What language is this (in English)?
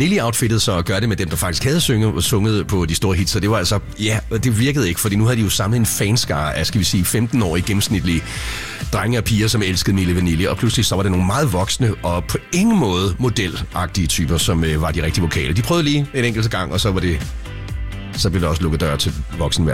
Danish